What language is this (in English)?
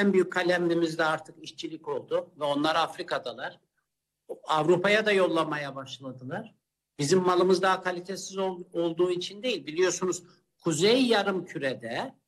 Turkish